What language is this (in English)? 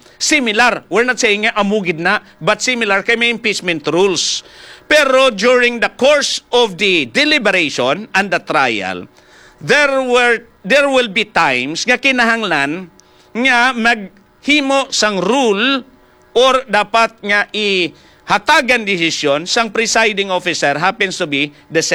Hiligaynon